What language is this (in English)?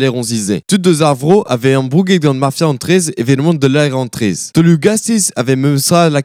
Breton